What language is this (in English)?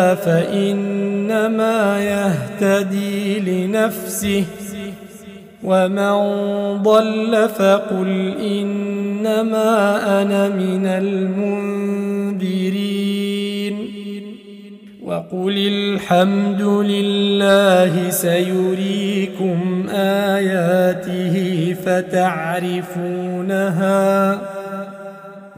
Arabic